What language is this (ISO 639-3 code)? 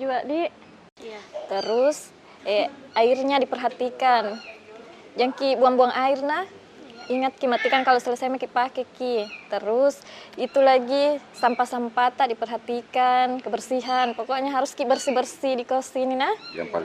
mfp